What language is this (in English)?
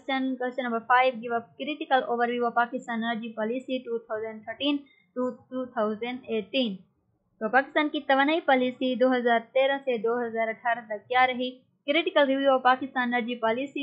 Urdu